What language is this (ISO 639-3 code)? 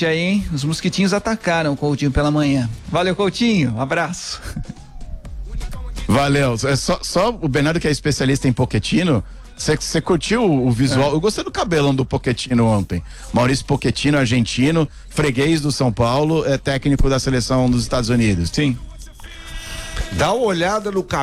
por